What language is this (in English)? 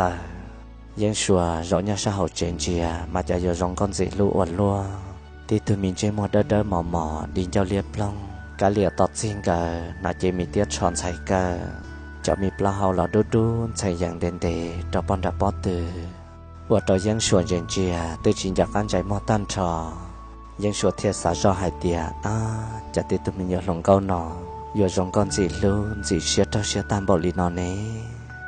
Hmong